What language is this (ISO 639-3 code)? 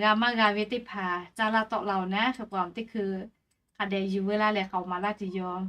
lhu